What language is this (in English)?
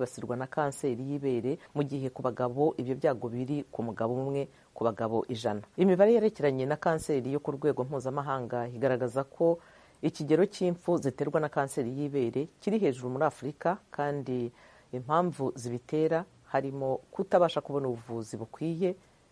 Kinyarwanda